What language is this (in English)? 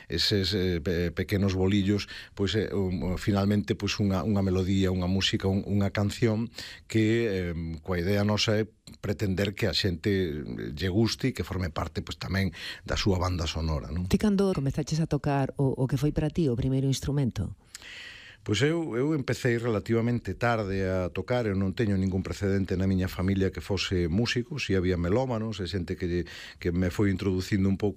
Galician